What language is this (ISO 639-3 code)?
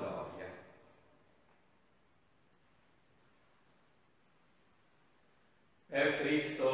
ita